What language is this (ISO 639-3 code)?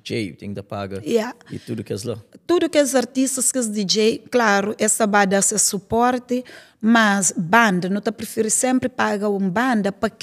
kea